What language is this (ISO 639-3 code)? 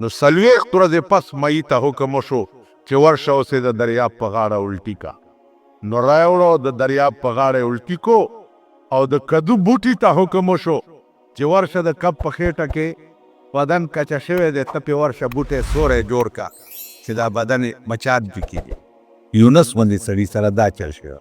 pus